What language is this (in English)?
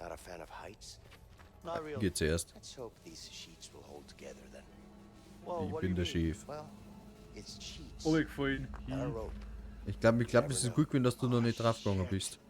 Bavarian